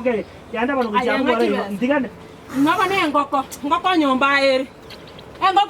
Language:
Gusii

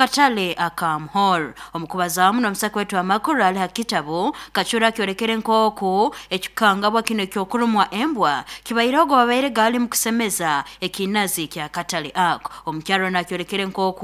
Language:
Nyoro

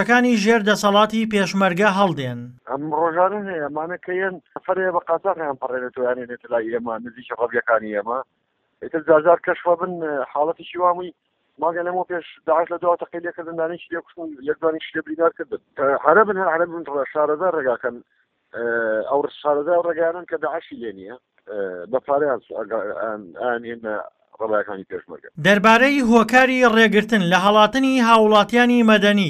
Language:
Central Kurdish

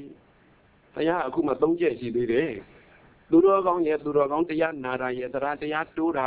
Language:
Burmese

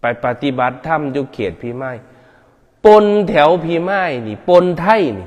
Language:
Northeastern Thai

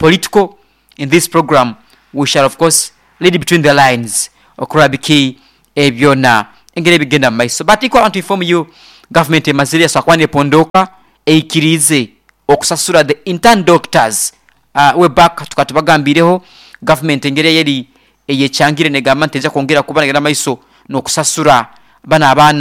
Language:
Nyankole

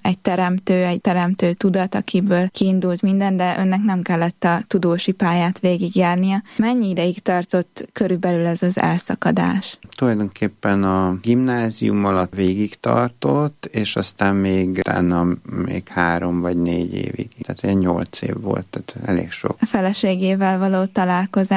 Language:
Hungarian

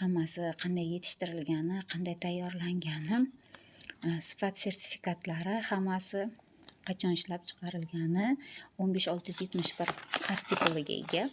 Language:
Uzbek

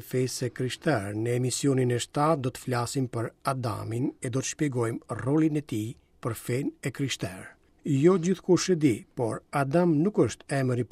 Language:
Albanian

